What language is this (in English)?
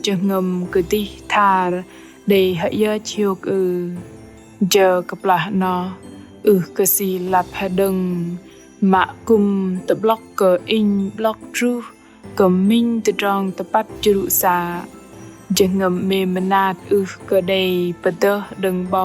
Bahnar